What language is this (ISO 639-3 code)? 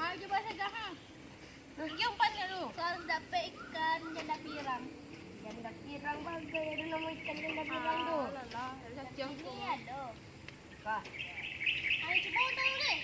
min